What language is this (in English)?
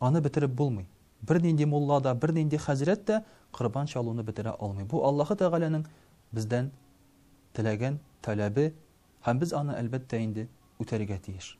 Tatar